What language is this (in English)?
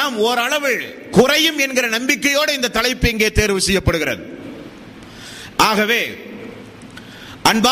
Tamil